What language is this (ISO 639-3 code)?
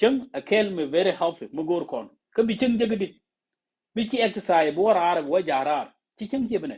nus